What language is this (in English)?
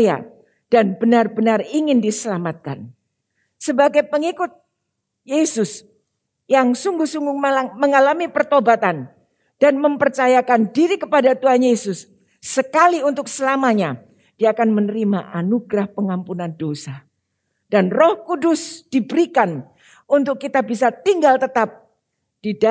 Indonesian